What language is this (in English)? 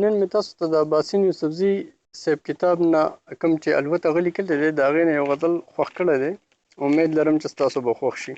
Pashto